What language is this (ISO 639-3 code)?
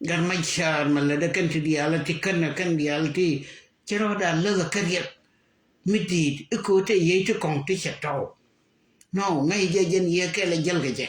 nus